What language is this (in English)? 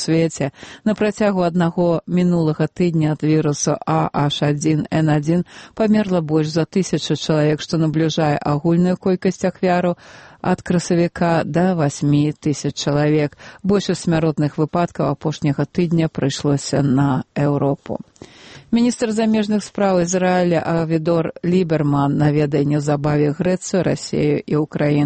Belarusian